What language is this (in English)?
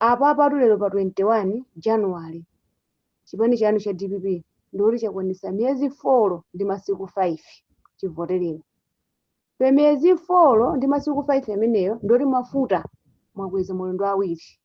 Nyanja